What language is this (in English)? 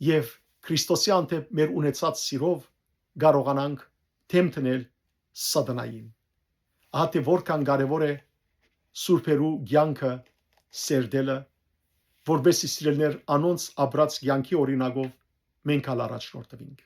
Western Armenian